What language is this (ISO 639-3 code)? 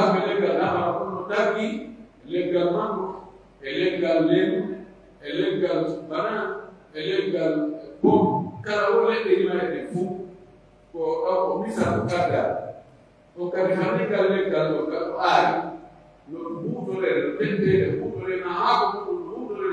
fuf